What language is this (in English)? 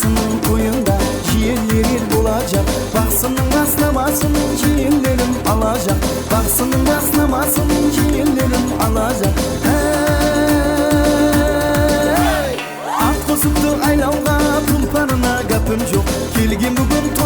Kara-Kalpak